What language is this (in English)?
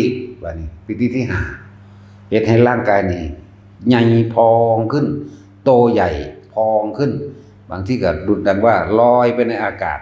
Northeastern Thai